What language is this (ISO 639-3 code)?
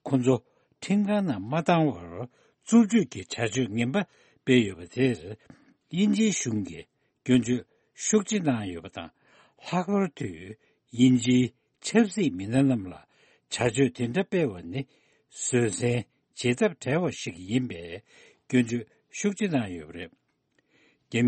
bod